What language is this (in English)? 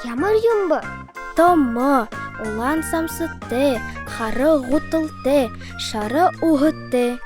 Buriat